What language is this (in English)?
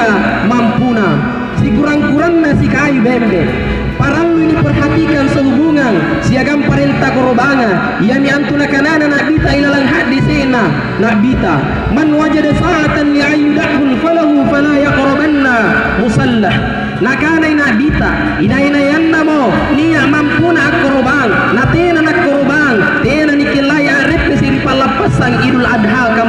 Makasar